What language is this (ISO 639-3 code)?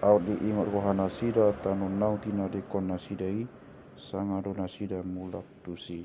bbc